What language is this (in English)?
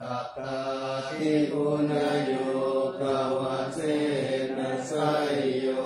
Pali